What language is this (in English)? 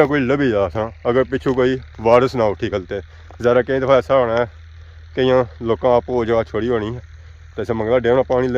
Pahari-Potwari